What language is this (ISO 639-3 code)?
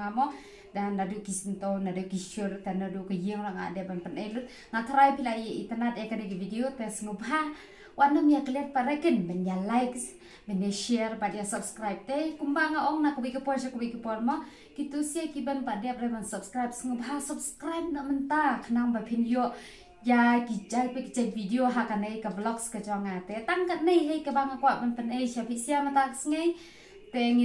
kha